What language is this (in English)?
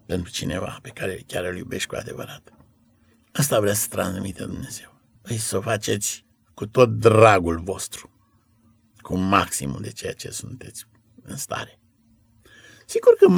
Romanian